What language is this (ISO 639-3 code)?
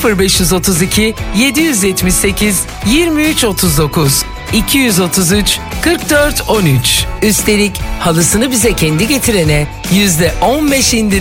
tur